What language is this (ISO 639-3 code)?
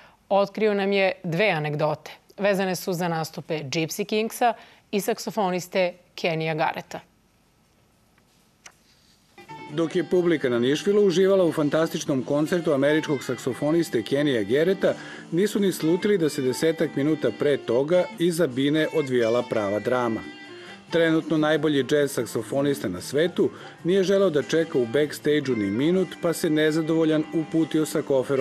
srp